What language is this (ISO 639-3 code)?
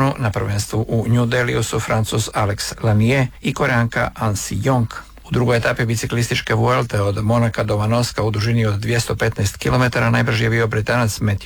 hrv